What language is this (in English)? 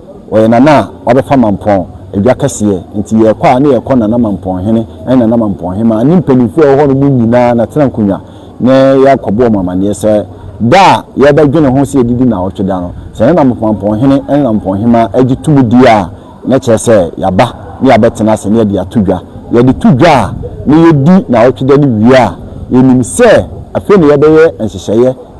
Akan